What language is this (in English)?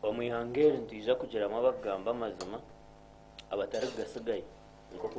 Nyankole